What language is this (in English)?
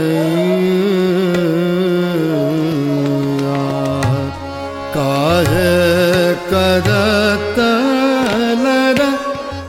Bhojpuri